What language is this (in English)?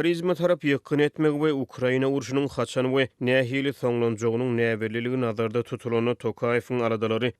Turkmen